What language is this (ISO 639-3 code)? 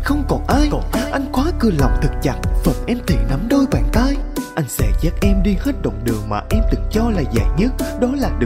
vie